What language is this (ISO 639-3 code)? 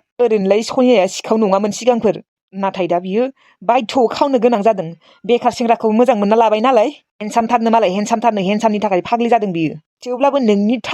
brx